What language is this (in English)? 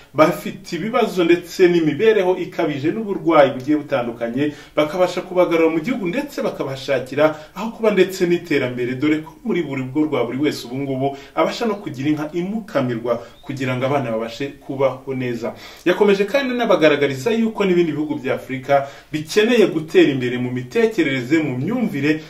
Kinyarwanda